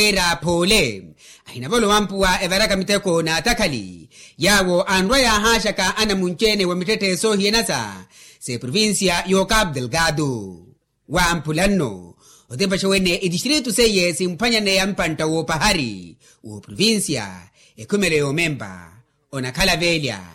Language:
Makhuwa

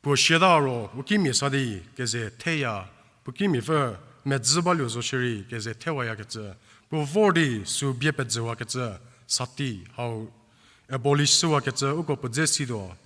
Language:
Angami Naga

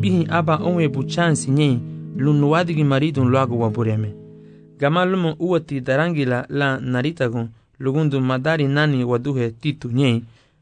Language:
Garifuna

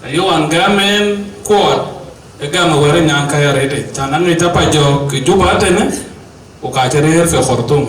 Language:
Dinka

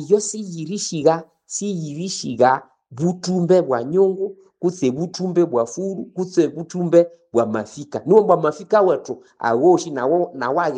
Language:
Nande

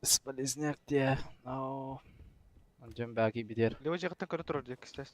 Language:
Yakut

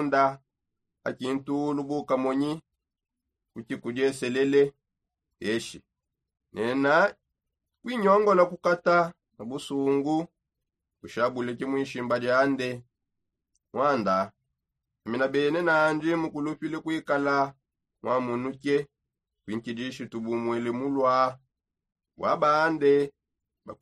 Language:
Songe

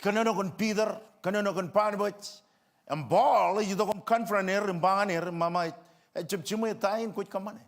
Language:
Marshallese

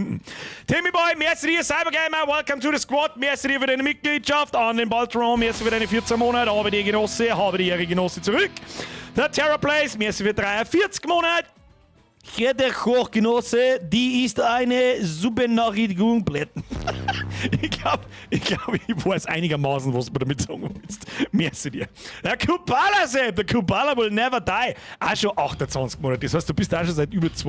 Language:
Bavarian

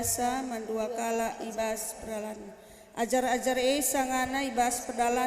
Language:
Batak Karo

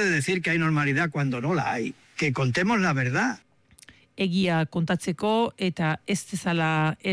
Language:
Basque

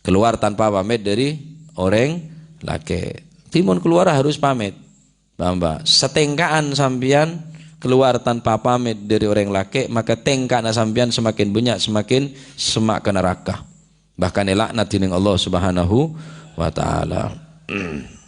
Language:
Madurese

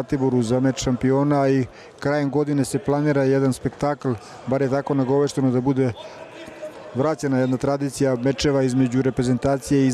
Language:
Serbian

